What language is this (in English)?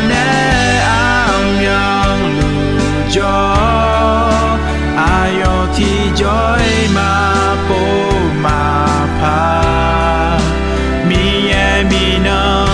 Akha